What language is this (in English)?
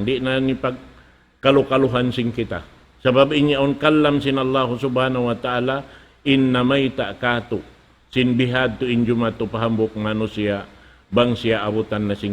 Tausug